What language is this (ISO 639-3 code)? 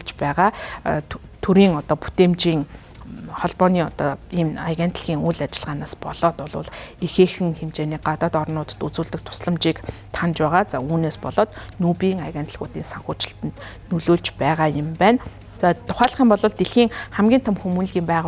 mon